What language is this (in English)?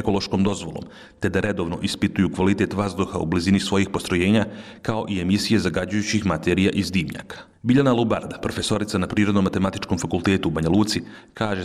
Bosnian